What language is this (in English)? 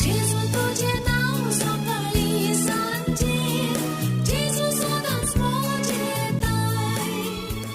Konkani